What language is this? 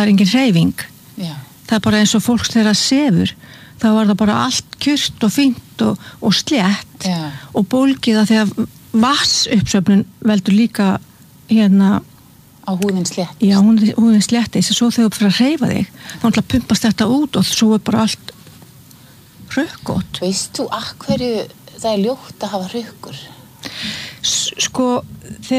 Icelandic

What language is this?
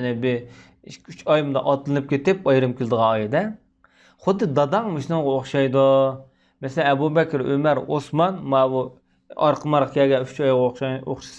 Uyghur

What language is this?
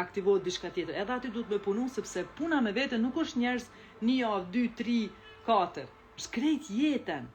Albanian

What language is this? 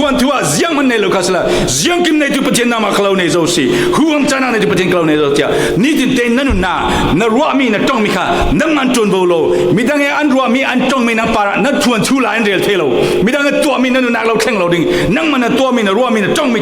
Falam Chin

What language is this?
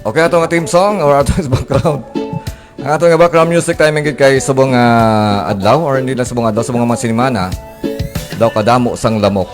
Hiligaynon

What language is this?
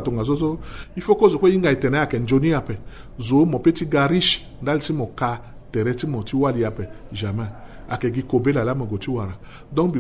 Sango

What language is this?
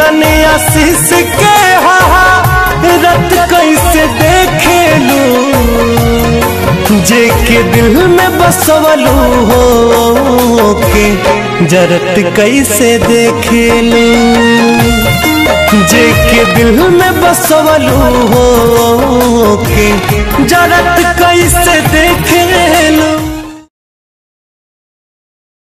Bhojpuri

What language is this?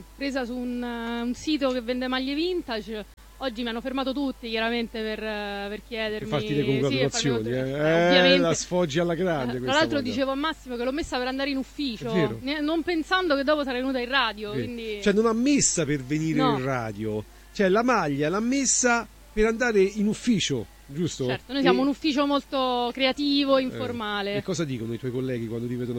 Italian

